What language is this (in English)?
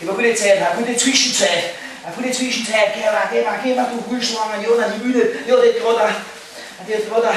Bavarian